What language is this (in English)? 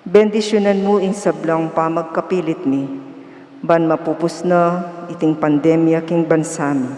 Pampanga